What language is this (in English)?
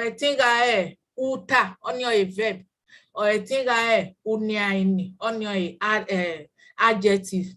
Bini